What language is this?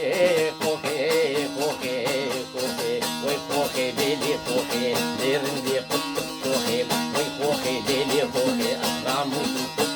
Kurdish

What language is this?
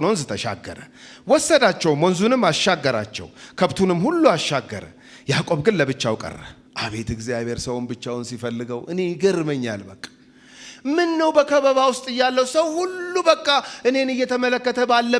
Amharic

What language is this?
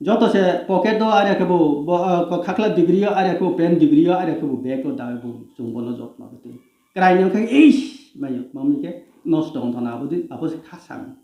Riang (India)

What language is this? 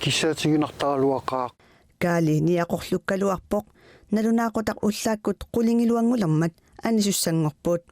Kalaallisut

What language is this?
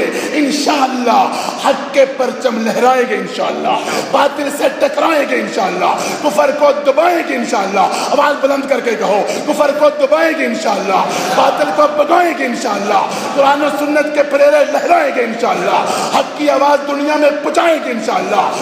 Urdu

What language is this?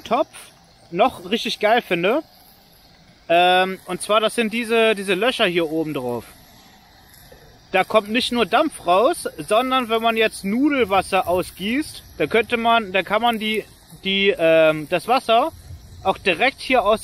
German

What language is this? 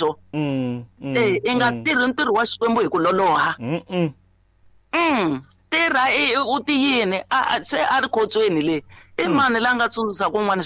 Tsonga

